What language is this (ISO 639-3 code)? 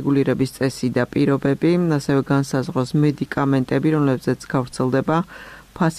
kat